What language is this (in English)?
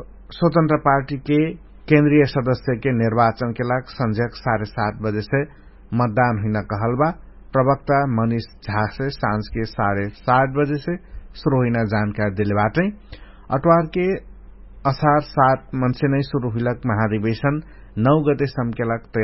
Dangaura Tharu